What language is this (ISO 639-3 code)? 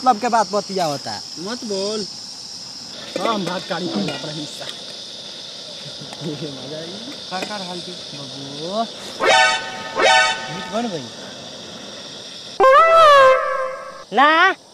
bho